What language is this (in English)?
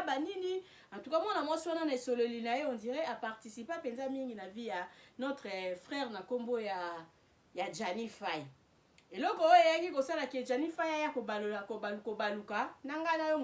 Lingala